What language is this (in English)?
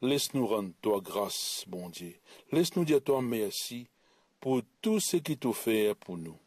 Morisyen